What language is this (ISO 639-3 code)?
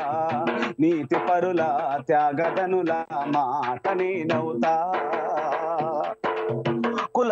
tel